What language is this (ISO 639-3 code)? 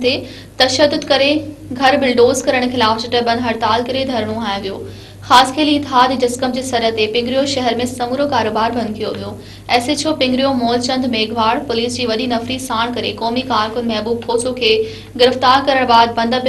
snd